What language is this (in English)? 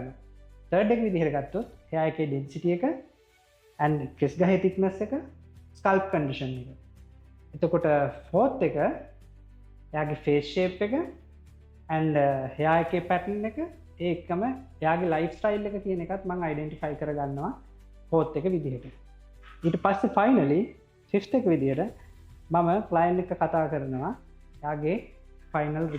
Sinhala